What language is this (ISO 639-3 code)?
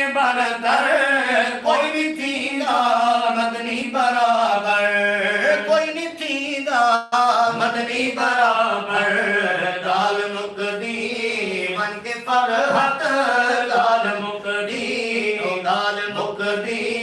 skr